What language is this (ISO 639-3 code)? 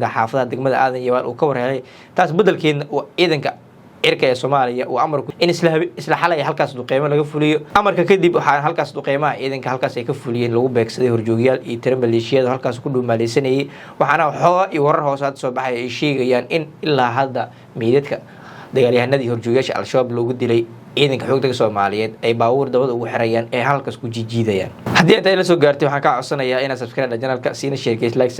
som